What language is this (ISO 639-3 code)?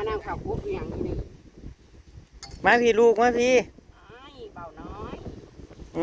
tts